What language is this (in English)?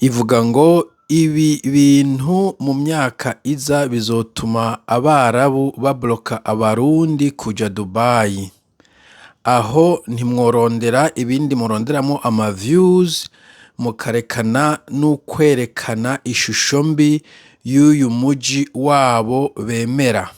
Rundi